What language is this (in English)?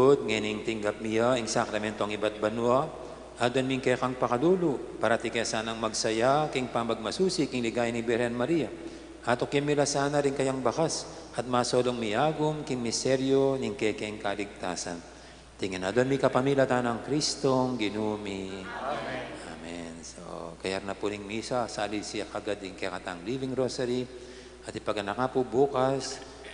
Pampanga